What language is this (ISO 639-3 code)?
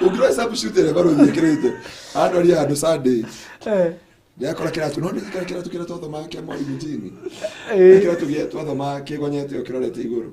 kik